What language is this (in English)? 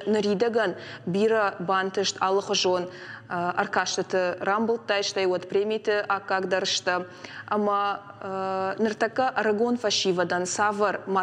Ossetic